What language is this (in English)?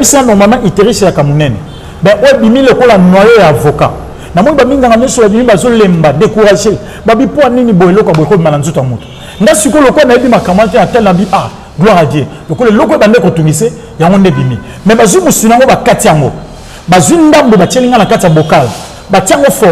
Lingala